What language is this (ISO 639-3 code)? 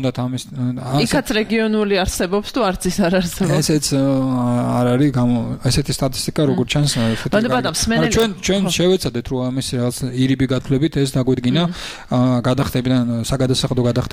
kat